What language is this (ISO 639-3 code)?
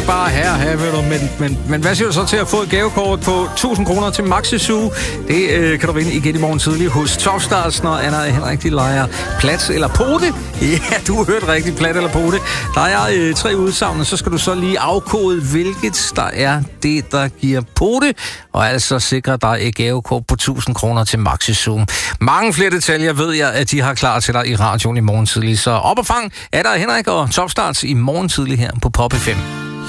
dan